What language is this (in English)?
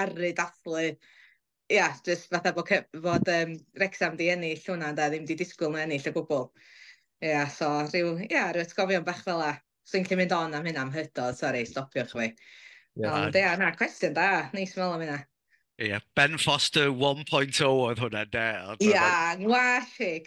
Welsh